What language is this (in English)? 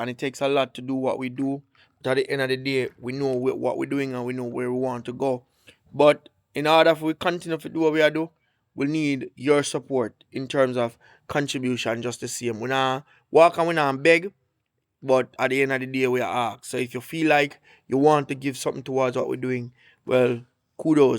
Jamaican Creole English